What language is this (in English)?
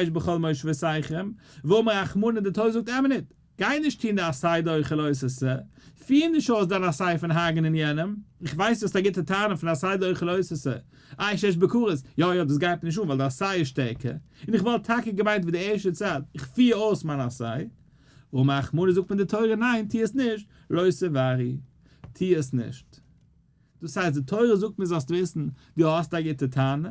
Yiddish